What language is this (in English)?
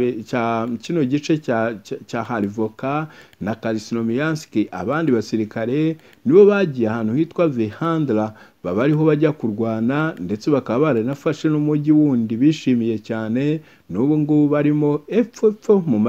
Kinyarwanda